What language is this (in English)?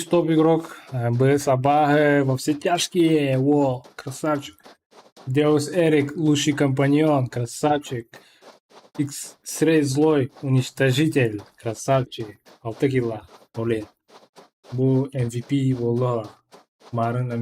Yakut